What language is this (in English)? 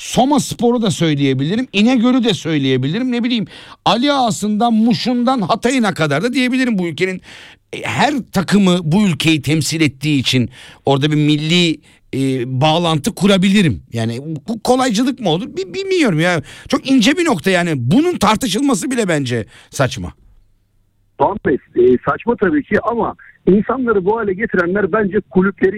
Turkish